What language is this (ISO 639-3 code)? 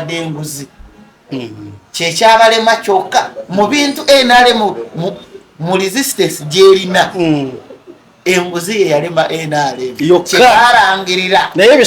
lug